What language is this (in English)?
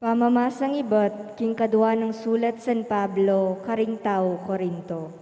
Pampanga